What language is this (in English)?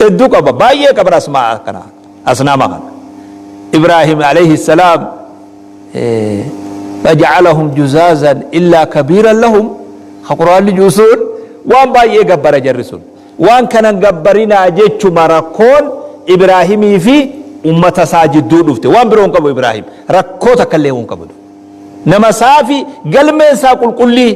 Oromo